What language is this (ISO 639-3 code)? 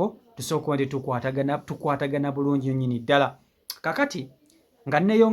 lug